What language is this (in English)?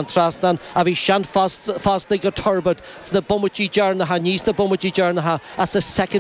Irish